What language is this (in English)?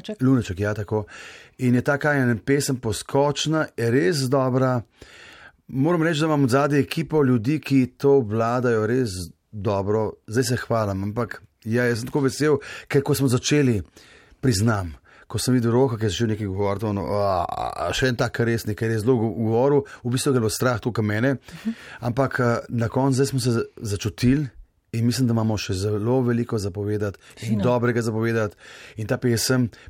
Slovenian